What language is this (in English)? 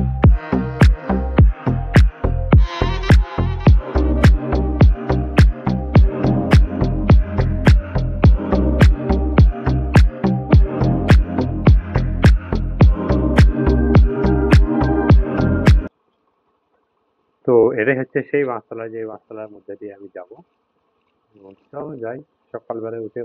Bangla